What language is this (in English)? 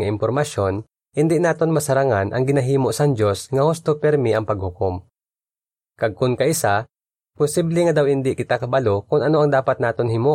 Hiligaynon